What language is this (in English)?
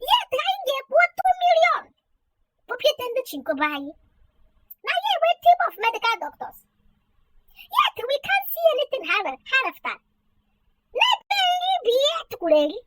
Igbo